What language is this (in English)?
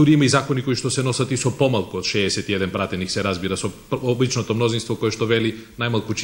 Macedonian